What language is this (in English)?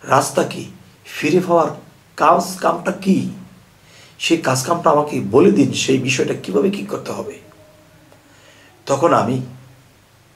Bangla